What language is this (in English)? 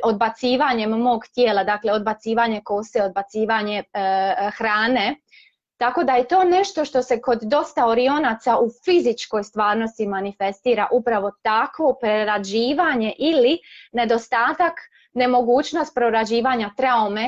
Croatian